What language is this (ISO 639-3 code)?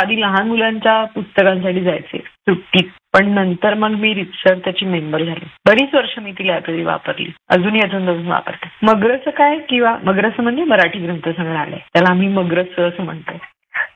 mar